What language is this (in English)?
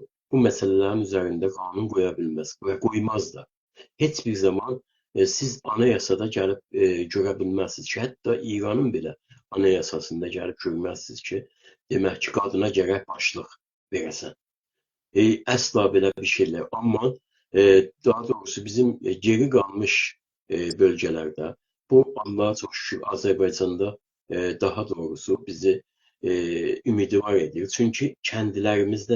South Azerbaijani